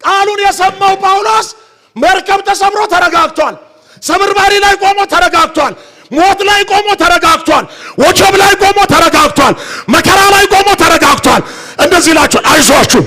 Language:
Amharic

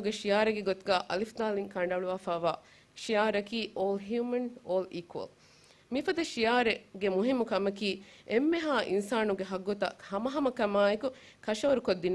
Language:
Divehi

